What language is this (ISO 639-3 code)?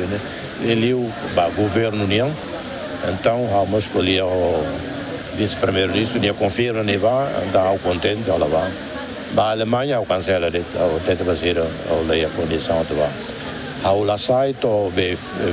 tet